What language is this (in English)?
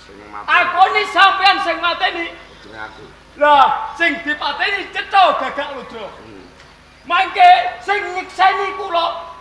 Javanese